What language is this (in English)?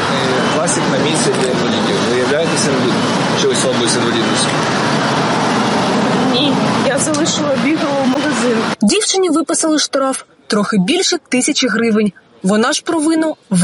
Ukrainian